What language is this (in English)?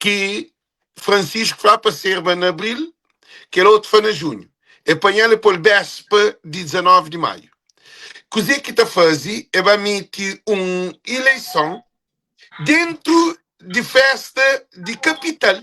Kabuverdianu